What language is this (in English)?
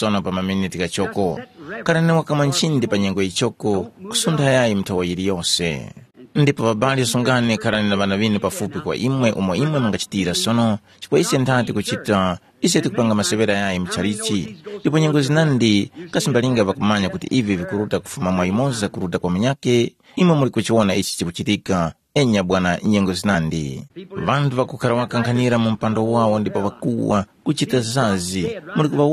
Tumbuka